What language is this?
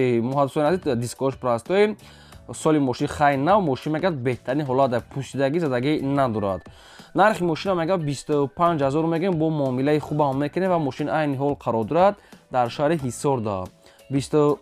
Tajik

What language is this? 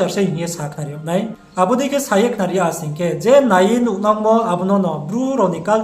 Riang (India)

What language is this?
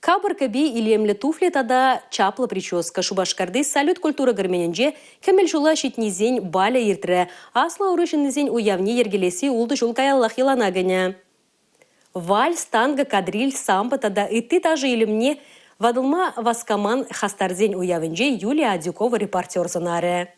Chuvash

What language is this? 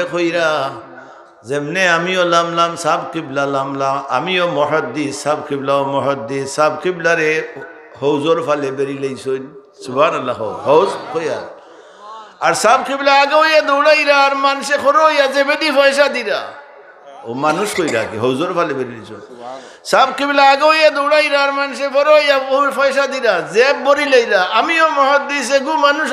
Sylheti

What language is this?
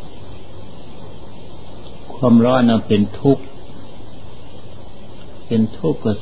Thai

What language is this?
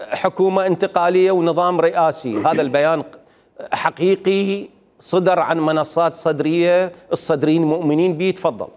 Mesopotamian Arabic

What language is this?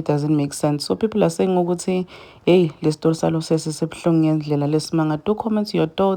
Zulu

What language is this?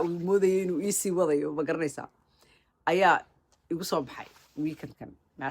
Somali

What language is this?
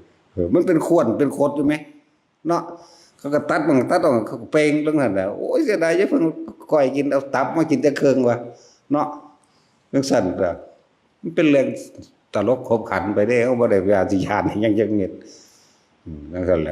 Northeastern Thai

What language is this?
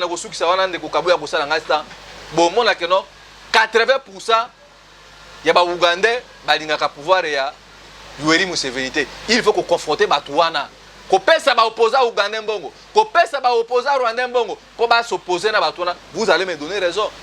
Lingala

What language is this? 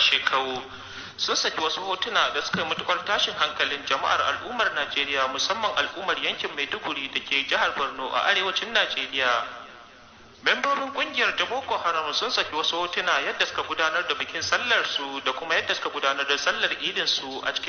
Hausa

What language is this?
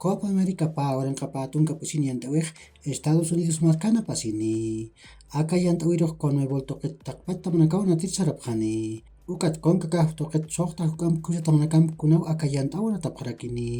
Aymara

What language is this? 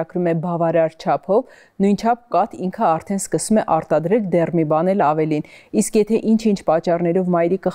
Armenian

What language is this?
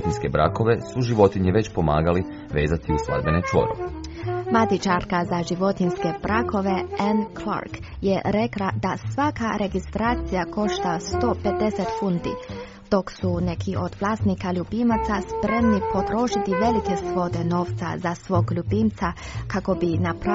Croatian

